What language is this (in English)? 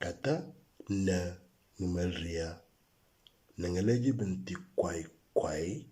Moro